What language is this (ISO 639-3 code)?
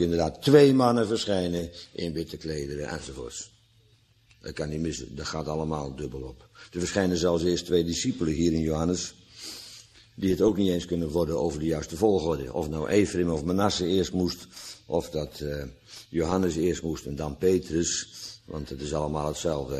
nld